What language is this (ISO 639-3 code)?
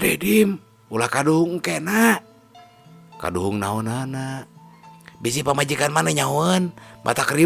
sun